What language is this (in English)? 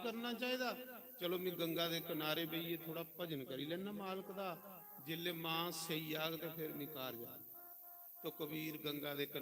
Dogri